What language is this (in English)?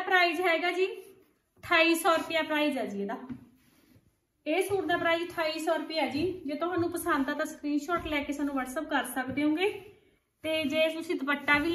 Punjabi